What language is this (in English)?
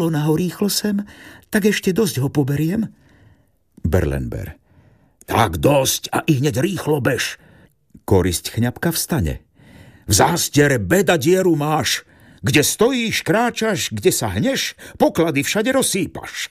Slovak